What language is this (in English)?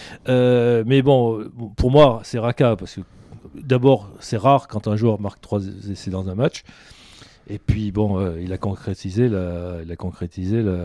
French